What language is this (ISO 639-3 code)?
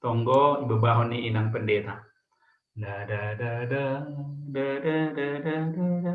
bts